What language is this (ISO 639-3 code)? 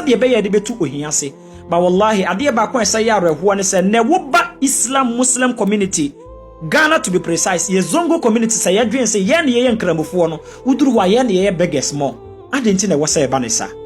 aka